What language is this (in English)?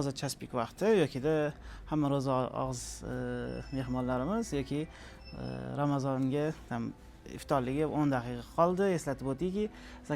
Uzbek